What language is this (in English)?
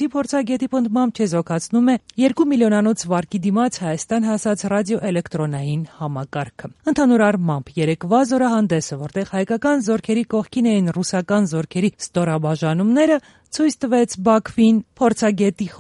Armenian